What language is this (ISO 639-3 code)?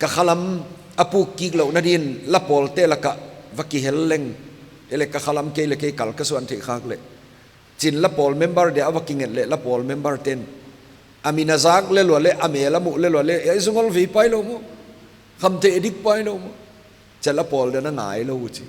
pck